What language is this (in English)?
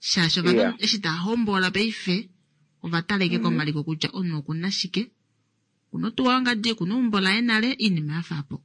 Kuanyama